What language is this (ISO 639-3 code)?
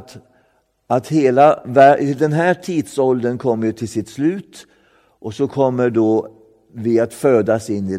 swe